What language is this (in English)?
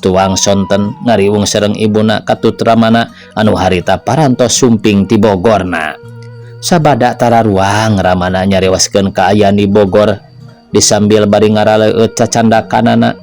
Sundanese